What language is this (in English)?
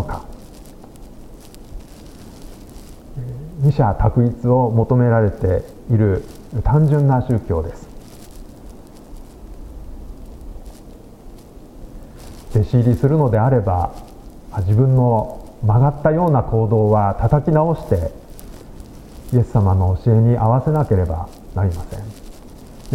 Japanese